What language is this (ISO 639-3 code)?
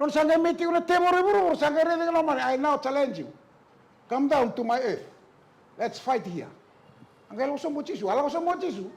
fij